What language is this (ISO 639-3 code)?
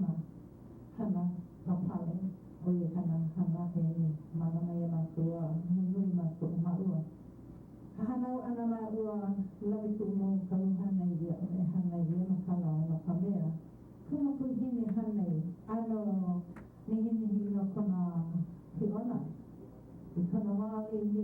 haw